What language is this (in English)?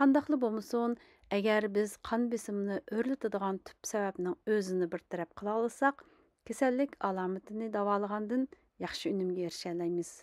Uyghur